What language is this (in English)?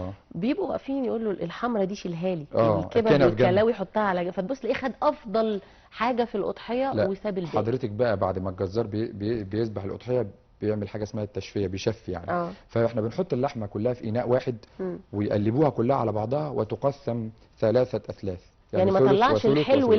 Egyptian Arabic